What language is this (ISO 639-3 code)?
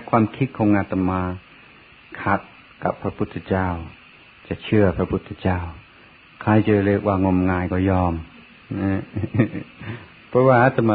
tha